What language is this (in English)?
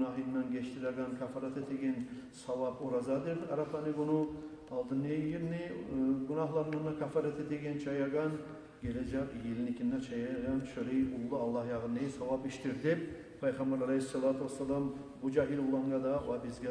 Kumyk